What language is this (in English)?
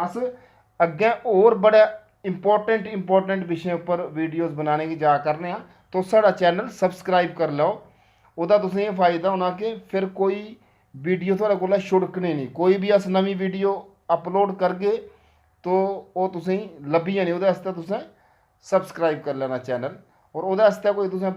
Dogri